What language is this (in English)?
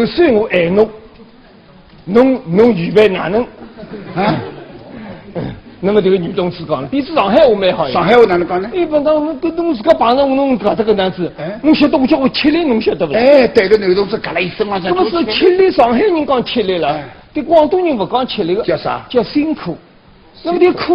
Wu Chinese